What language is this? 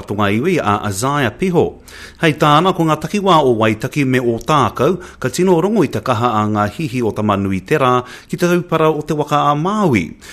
Māori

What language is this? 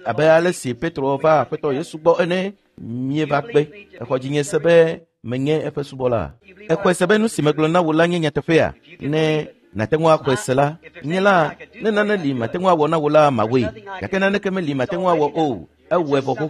Ewe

